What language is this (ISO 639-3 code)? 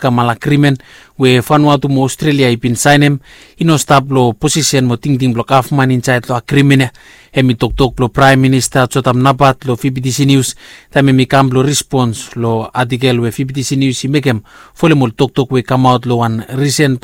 bis